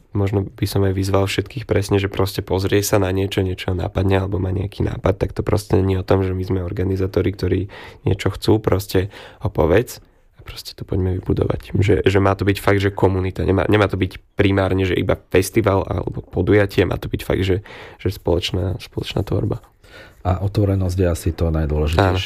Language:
Slovak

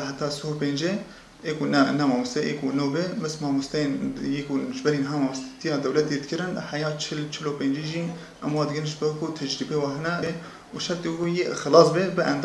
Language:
Kurdish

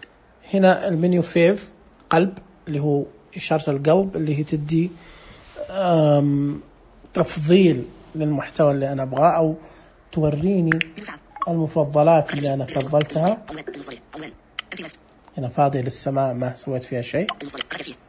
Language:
Najdi Arabic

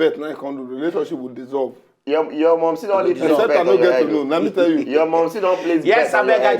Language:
Nigerian Pidgin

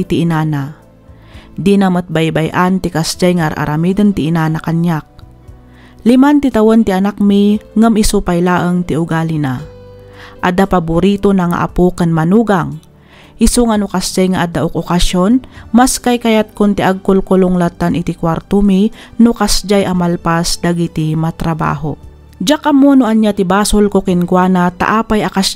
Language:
Iloko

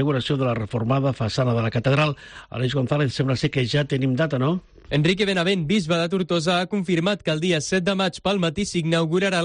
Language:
Catalan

